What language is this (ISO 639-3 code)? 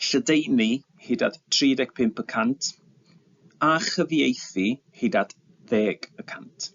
cym